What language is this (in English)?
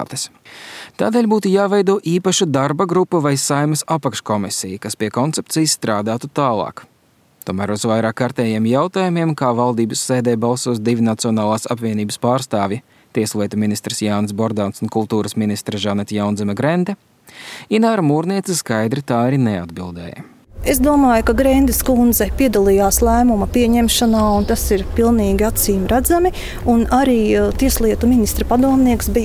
Latvian